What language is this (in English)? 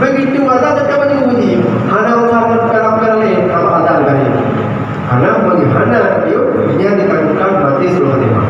Achinese